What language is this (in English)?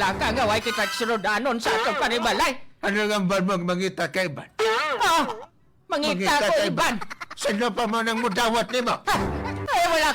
Hiligaynon